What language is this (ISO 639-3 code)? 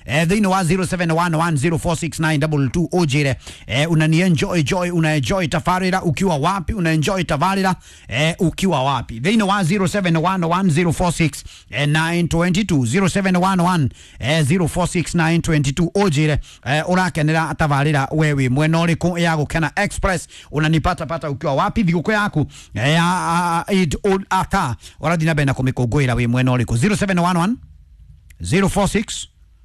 kik